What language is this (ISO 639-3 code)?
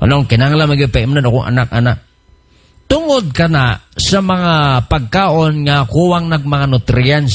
ceb